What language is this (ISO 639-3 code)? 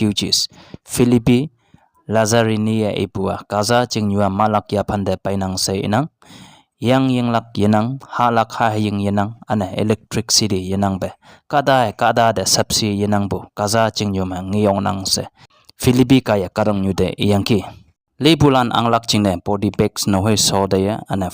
nbe